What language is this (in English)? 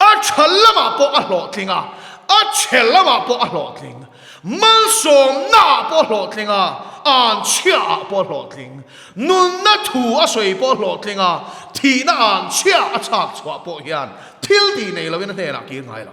Mizo